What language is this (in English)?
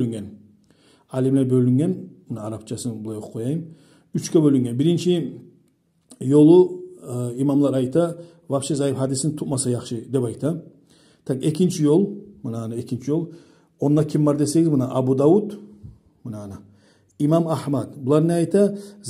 Kumyk